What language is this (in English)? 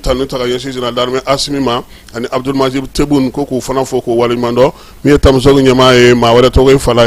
Bambara